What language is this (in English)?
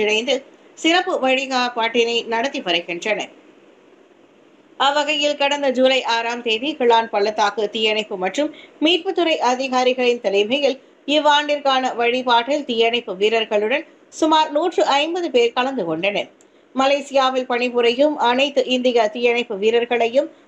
Tamil